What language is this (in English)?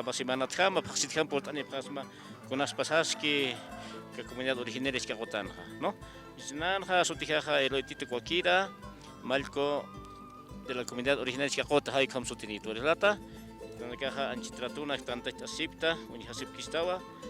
Aymara